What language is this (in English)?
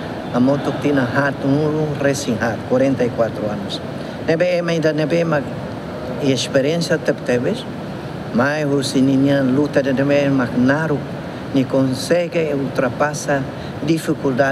Tetum